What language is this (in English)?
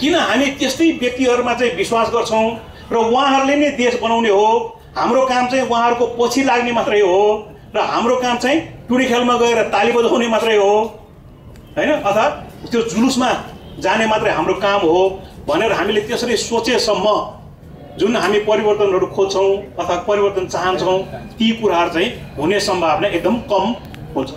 Nepali